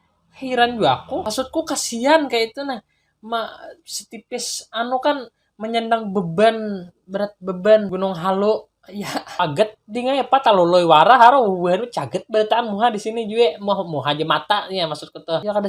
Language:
Banjar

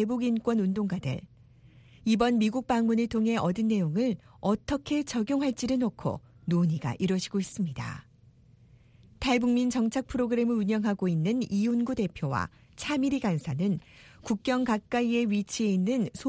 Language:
Korean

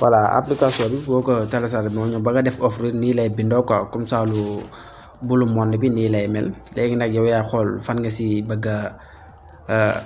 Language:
Wolof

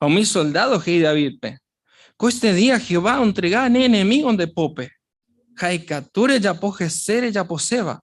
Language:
Guarani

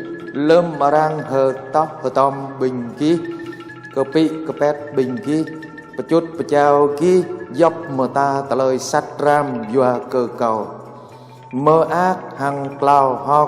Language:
Jarai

